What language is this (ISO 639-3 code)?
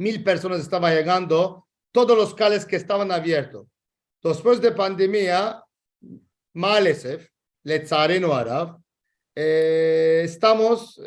lad